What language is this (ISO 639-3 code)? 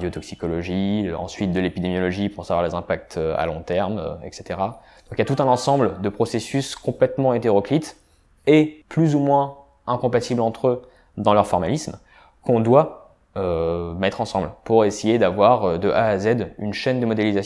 fra